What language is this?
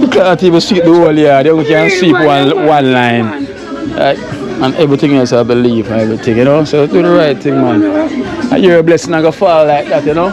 Jamaican Creole English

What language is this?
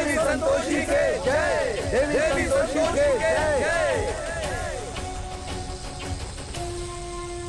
Bhojpuri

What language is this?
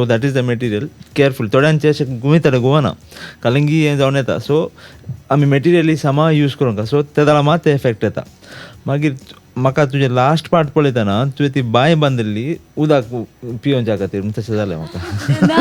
Konkani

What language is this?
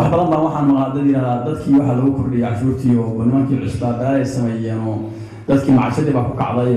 Somali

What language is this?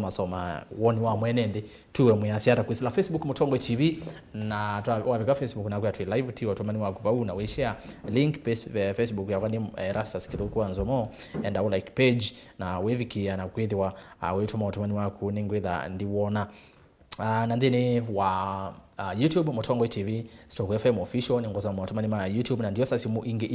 Kamba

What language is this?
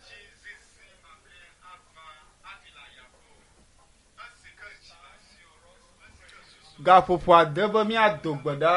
Ewe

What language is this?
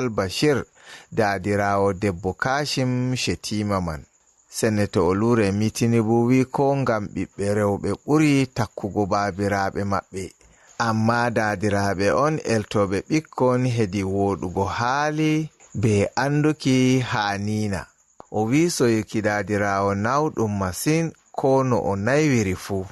Fula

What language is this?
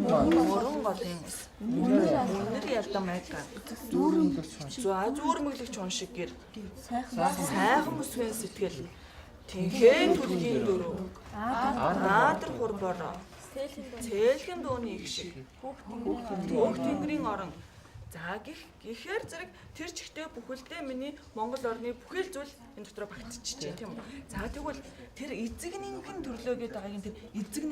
Mongolian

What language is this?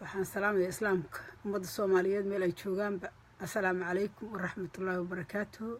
Somali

